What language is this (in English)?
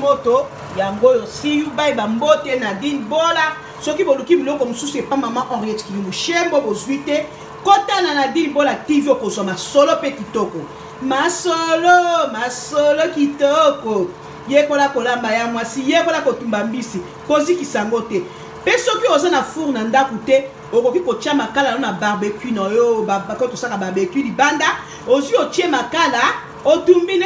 Lingala